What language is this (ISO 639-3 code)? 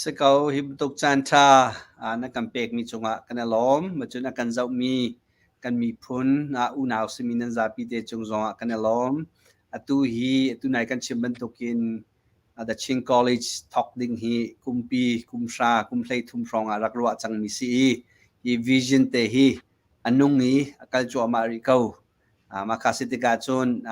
cnh